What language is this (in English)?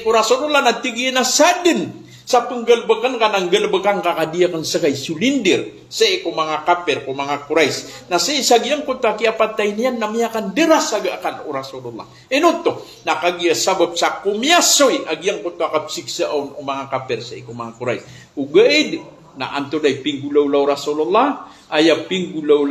Maranao